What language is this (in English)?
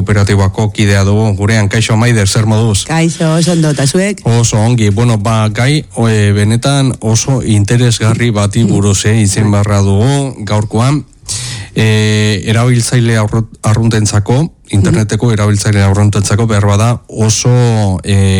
Basque